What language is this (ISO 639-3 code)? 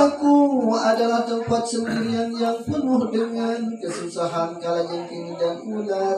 sas